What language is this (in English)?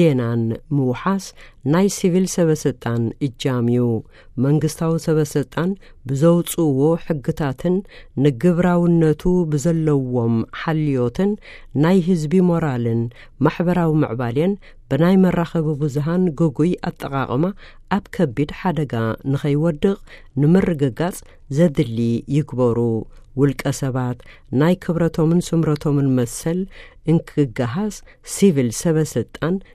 Tigrinya